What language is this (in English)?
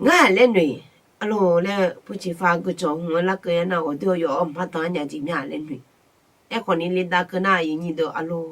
Akha